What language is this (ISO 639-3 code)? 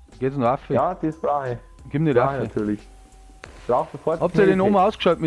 bar